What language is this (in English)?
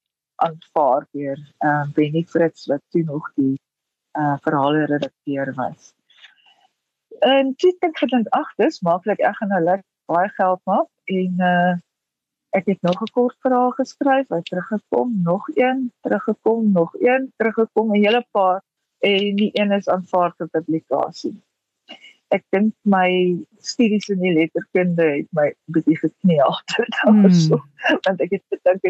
Afrikaans